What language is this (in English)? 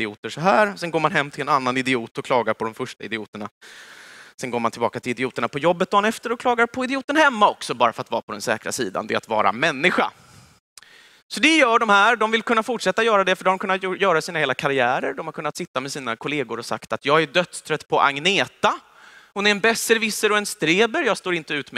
Swedish